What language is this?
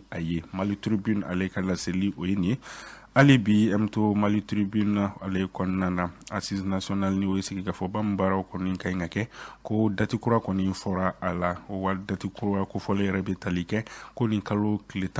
Bambara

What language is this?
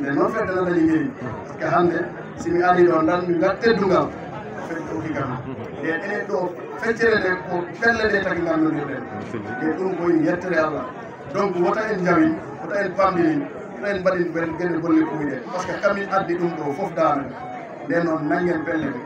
Fula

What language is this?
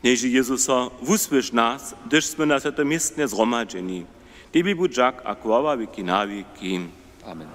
Upper Sorbian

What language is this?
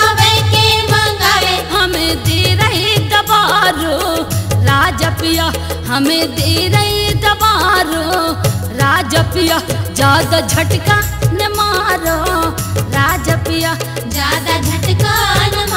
Bundeli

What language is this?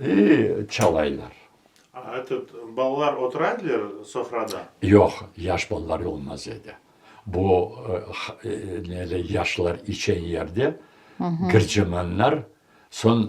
Crimean Tatar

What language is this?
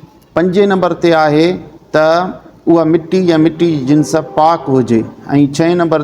Sindhi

